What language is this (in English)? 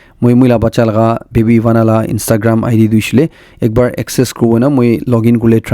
Naga Pidgin